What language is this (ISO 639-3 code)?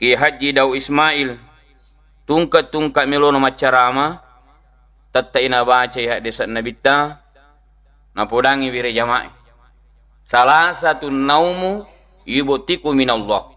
bug